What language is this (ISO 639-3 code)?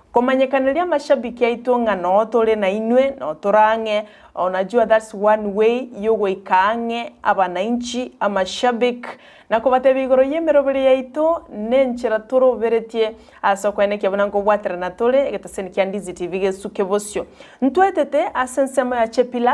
guz